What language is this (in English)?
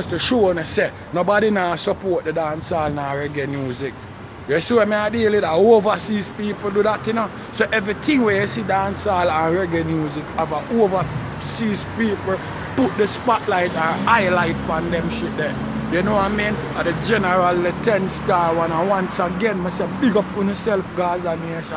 Jamaican Creole English